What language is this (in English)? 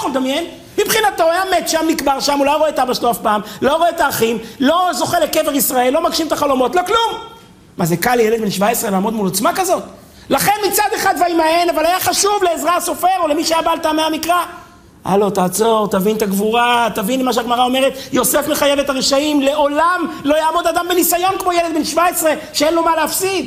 Hebrew